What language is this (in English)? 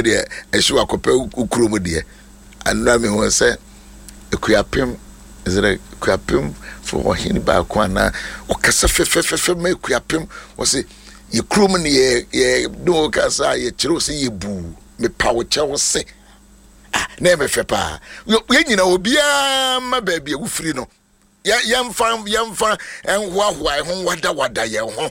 Akan